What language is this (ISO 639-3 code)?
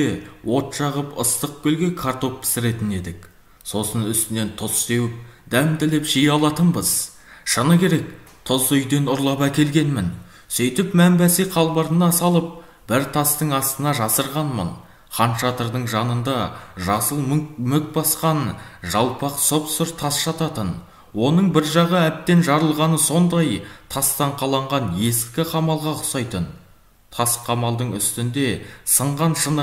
kaz